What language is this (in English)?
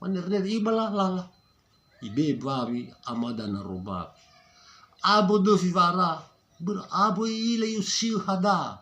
Nias